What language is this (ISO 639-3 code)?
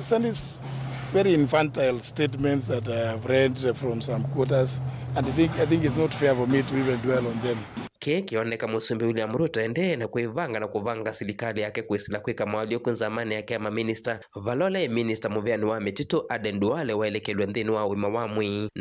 kam